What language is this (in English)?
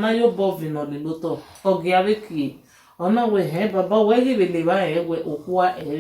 Bini